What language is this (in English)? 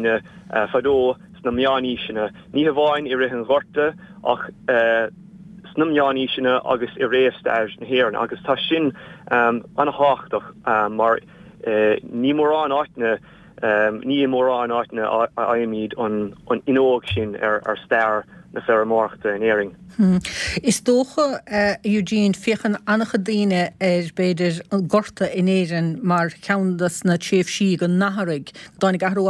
Irish